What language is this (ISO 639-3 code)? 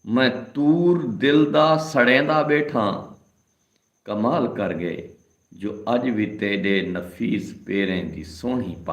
skr